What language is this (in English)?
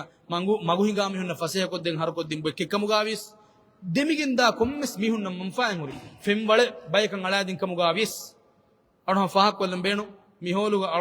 Divehi